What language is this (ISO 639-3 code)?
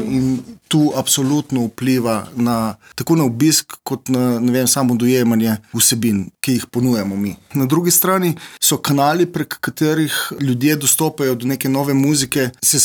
slv